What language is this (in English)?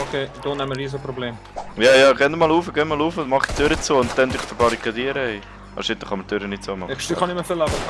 Swiss German